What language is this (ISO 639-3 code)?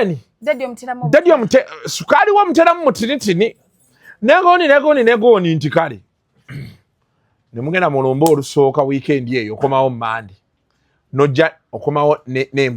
lug